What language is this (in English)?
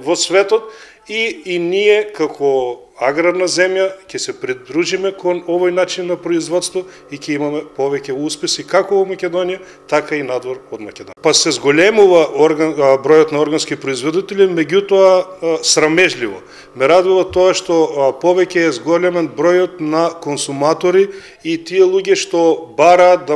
Macedonian